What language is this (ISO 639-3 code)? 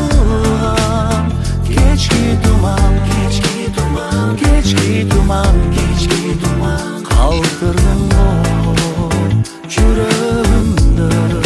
kaz